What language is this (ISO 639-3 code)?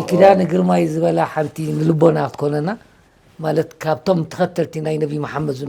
tir